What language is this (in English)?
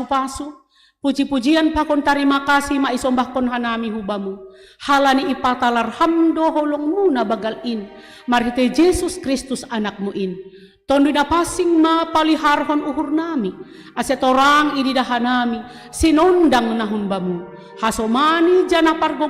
Batak Simalungun